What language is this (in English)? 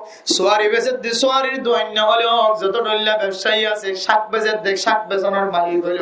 Rohingya